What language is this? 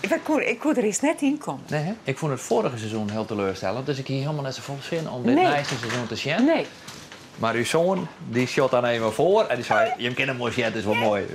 Western Frisian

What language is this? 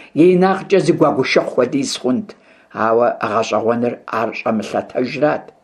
Kabardian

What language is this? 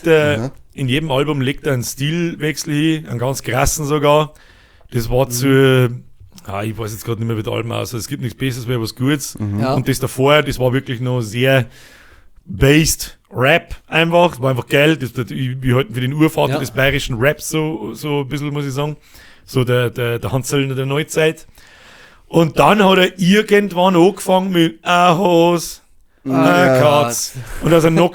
Bavarian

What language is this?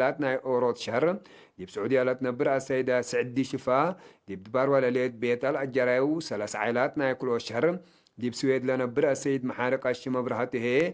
Tigre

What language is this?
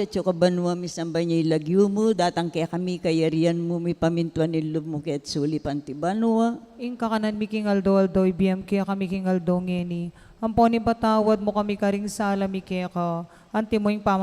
Pampanga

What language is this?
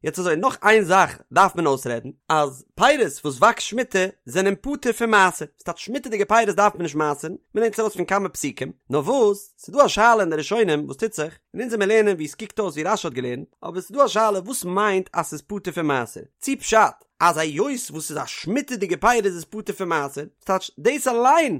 Yiddish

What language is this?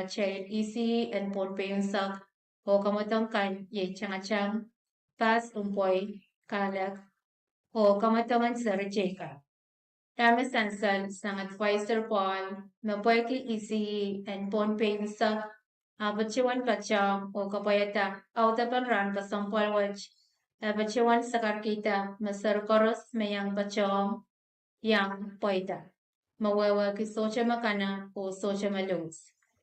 Pohnpeian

